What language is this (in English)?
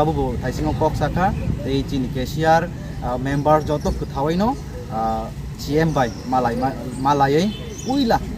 Kok Borok